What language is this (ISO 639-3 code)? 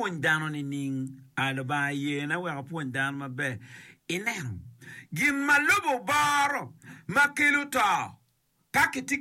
ach